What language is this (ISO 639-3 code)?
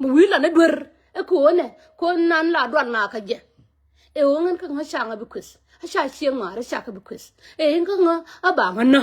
nus